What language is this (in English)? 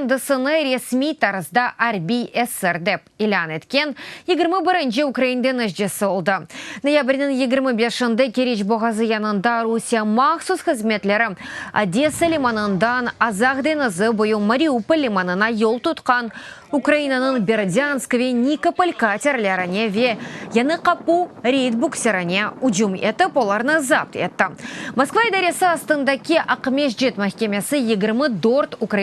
Crimean Tatar